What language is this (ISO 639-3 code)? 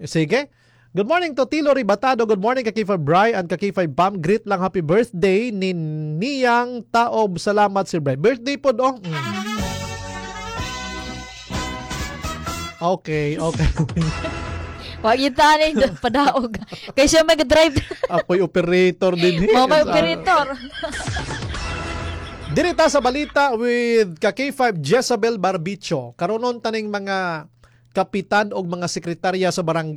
ceb